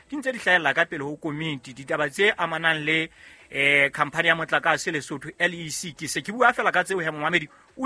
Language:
Southern Sotho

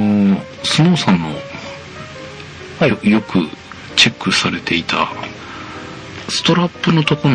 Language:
Japanese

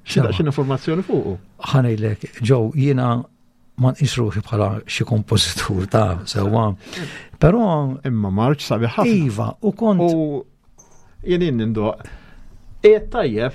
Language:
Maltese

